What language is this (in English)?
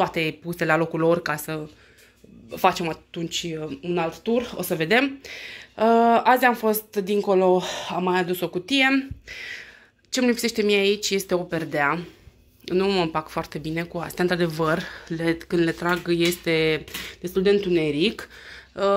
Romanian